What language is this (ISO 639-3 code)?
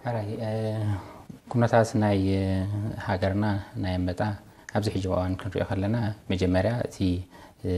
tir